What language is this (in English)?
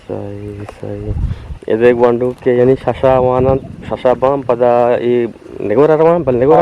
Eastern Balochi